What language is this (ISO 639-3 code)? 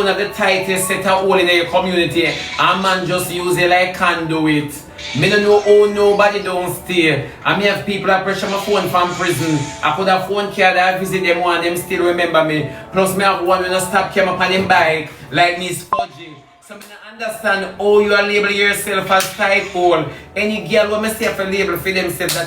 jam